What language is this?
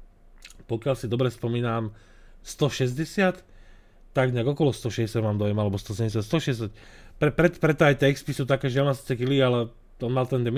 Slovak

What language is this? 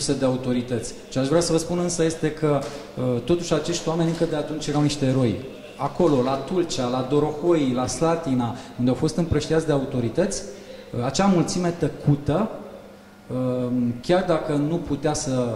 Romanian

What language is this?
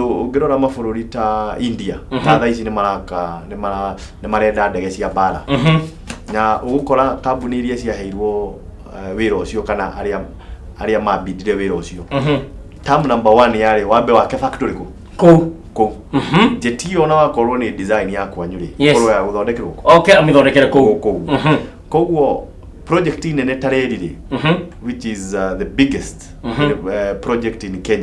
Kikuyu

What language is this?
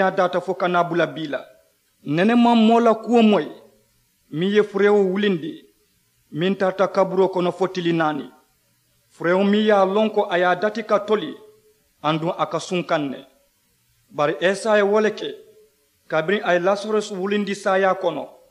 Mandingo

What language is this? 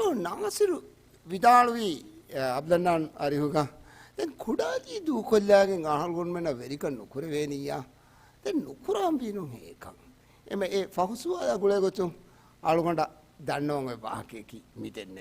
Divehi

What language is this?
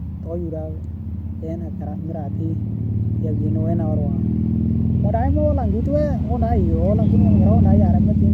Western Dani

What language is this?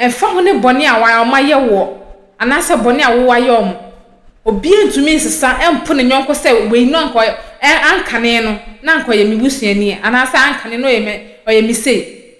Akan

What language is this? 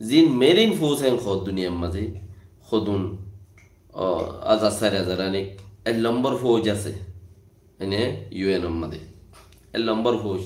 Rohingya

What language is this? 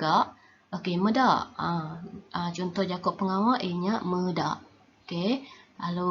Iban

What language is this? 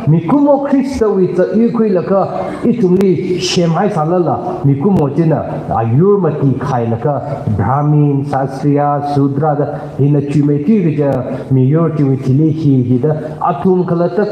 Tangkhul Naga (India)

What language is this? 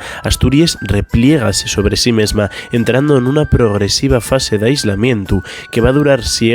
Asturian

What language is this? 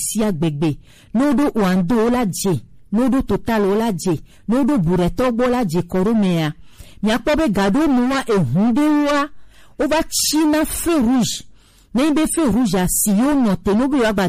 Gen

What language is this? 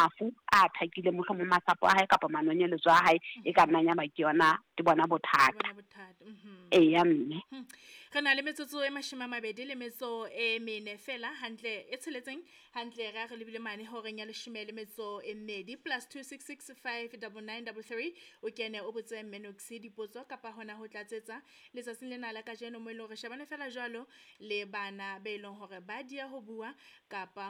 Southern Sotho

